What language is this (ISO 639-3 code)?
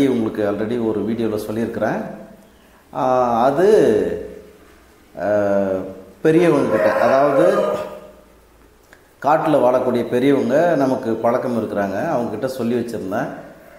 tam